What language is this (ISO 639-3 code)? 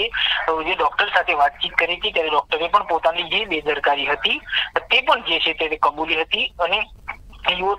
guj